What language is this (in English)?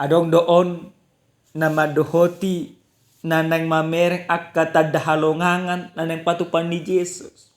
Batak Toba